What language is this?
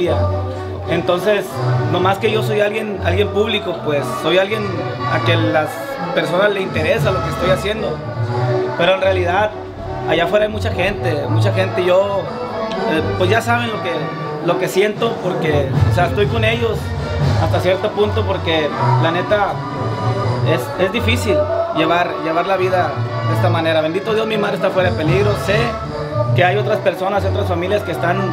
Spanish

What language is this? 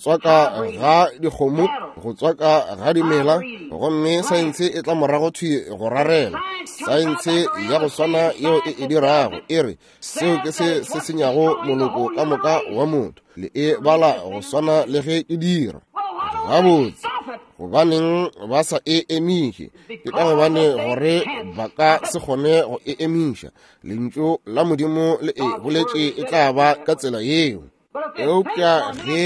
Northern Sotho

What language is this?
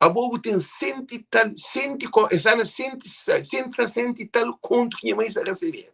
Kabuverdianu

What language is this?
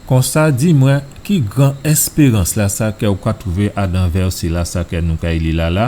Guadeloupean Creole French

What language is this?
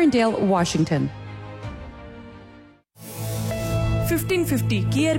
Punjabi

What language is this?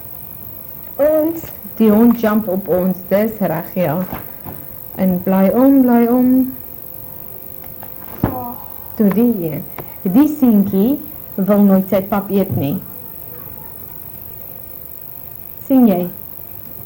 Afrikaans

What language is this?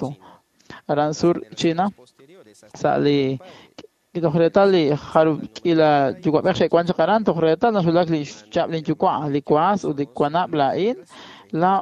Kekchí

